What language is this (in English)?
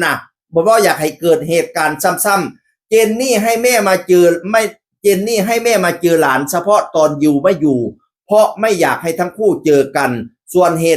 Northeastern Thai